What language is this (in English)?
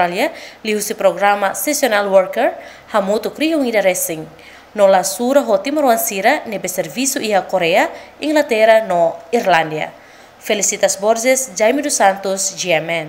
Tetum